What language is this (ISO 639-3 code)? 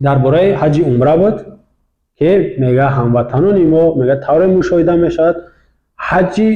tgk